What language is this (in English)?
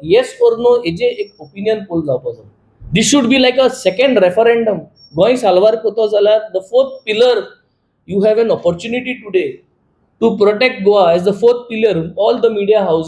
Konkani